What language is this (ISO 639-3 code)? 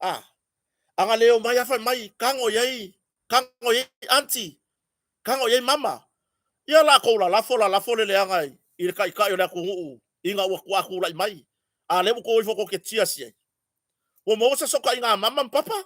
smo